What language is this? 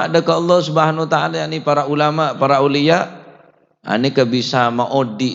Madurese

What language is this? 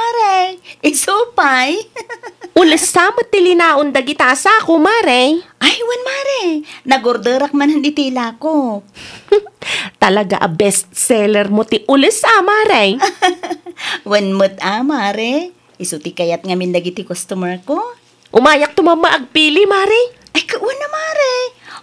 Iloko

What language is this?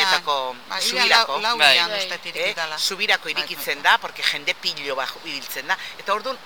Basque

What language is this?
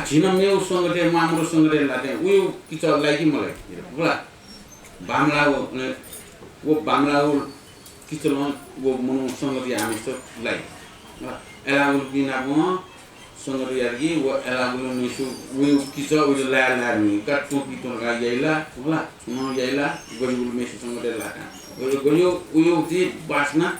Newari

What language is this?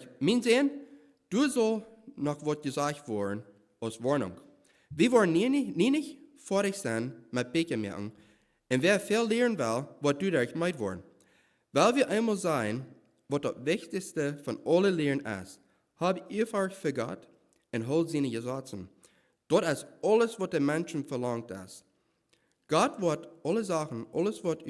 Plautdietsch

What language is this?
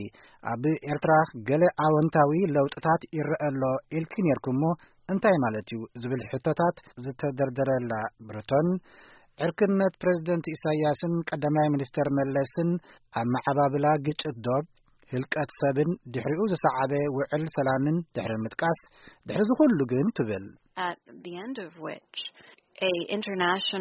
Tigrinya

